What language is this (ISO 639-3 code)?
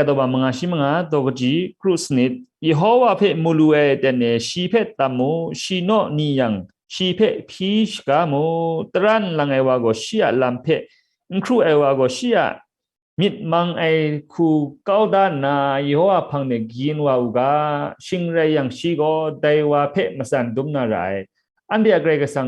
kac